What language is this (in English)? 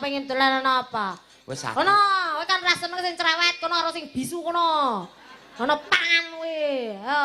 Javanese